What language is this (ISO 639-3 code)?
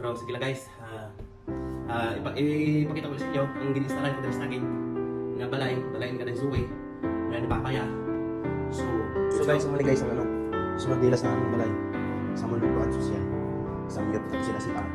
hil